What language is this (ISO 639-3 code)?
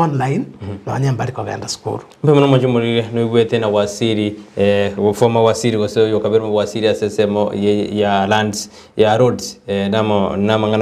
guz